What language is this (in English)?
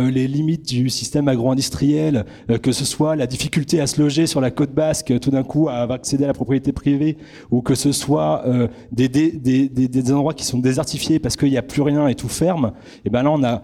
French